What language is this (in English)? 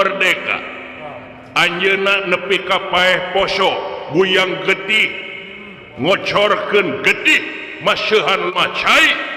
Sundanese